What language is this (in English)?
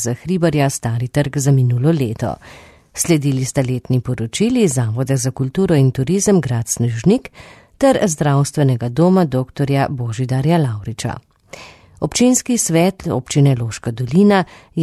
Slovenian